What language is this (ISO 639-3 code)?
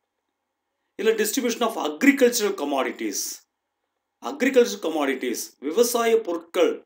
tam